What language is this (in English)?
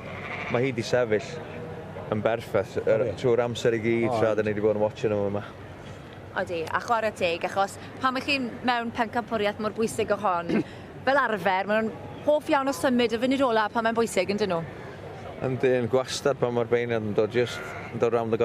Welsh